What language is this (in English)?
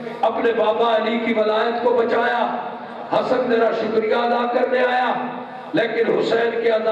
Urdu